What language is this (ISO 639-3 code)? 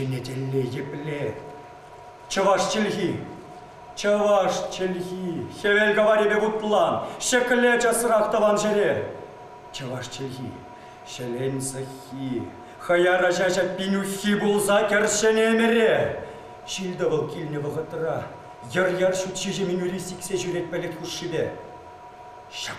chv